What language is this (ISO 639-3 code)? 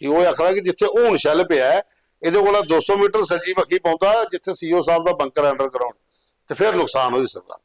doi